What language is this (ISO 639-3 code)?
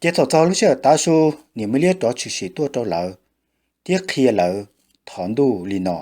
hmn